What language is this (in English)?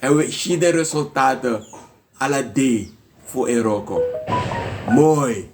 Sranan Tongo